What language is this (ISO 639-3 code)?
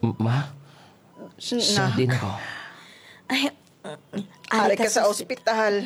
hil